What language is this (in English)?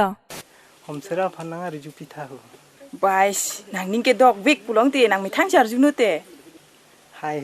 Karbi